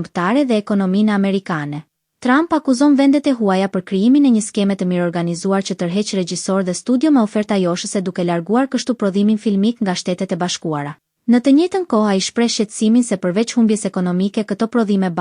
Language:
Albanian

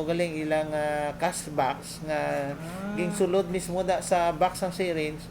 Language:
Hiligaynon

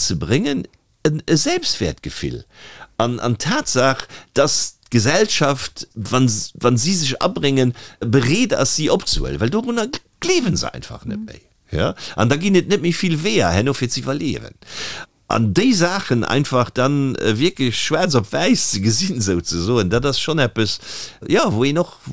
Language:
Luxembourgish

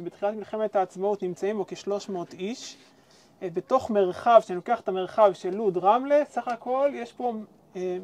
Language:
Hebrew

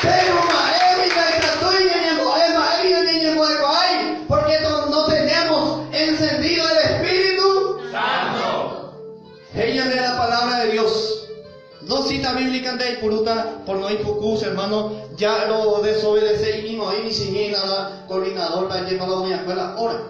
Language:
Guarani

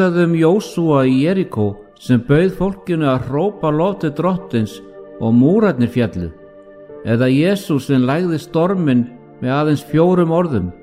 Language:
Icelandic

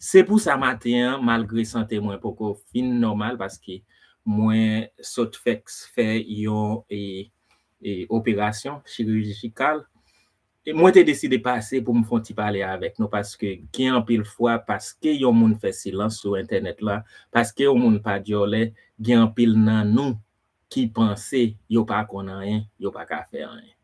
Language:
Haitian Creole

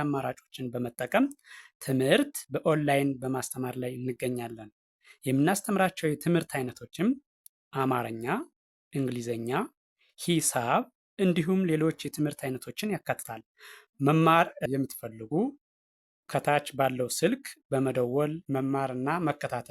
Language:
Amharic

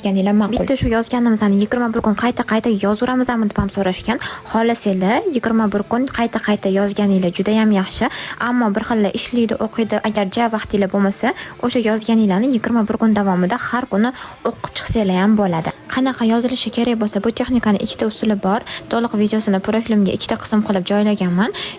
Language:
Uzbek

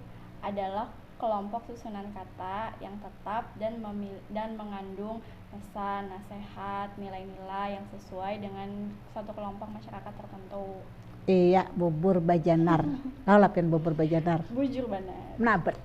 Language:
Banjar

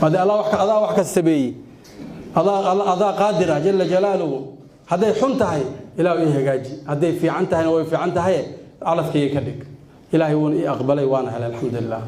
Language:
Somali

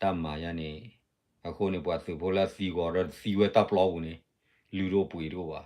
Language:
S'gaw Karen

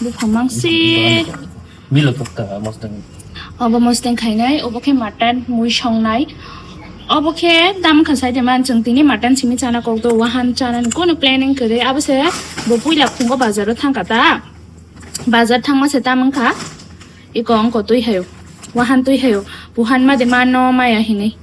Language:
Kok Borok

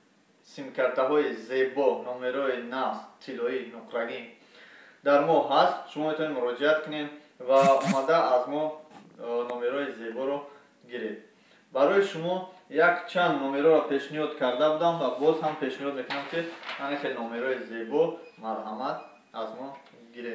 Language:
Tajik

